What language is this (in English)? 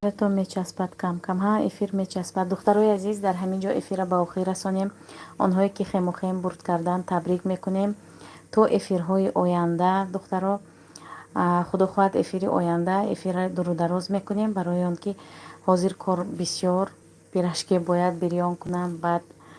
Tajik